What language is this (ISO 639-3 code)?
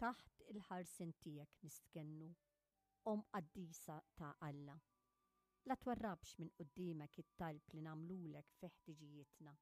mlt